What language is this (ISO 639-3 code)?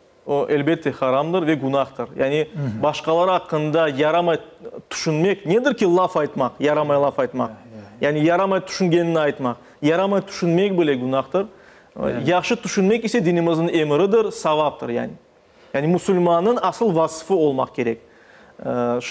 crh